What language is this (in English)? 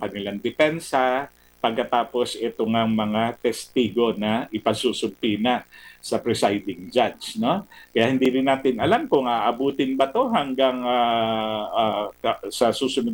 Filipino